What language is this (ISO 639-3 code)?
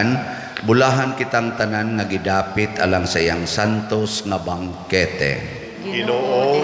ceb